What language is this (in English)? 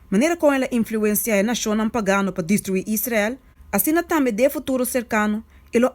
Papiamento